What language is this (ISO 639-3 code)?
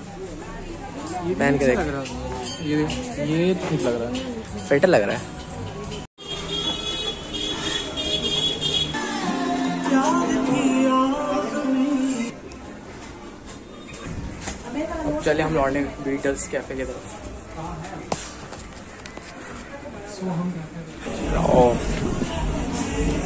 hin